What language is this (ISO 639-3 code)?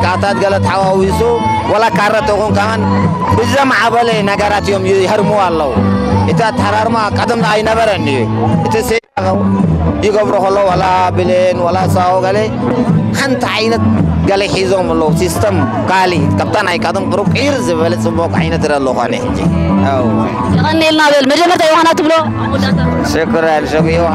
tir